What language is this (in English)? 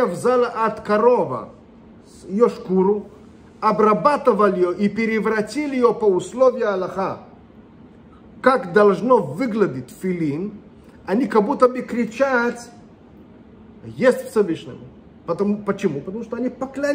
Russian